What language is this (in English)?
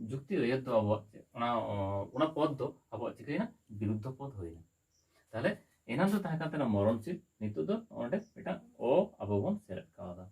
Santali